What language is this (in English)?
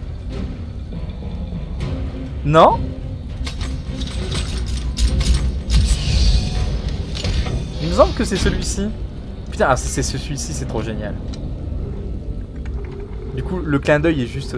French